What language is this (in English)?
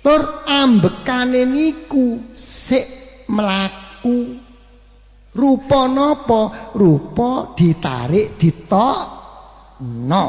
Javanese